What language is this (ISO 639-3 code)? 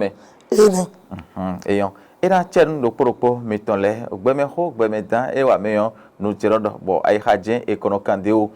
fon